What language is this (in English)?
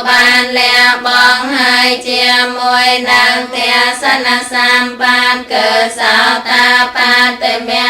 Khmer